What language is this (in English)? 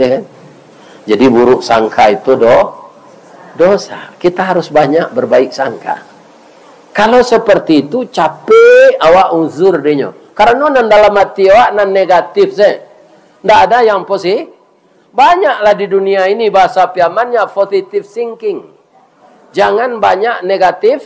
Minangkabau